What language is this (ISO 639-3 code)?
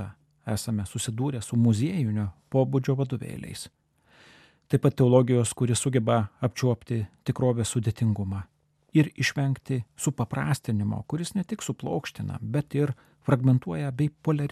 lit